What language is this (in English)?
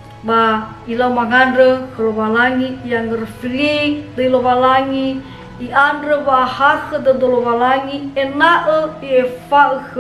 Nias